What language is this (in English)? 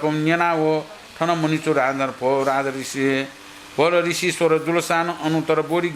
Newari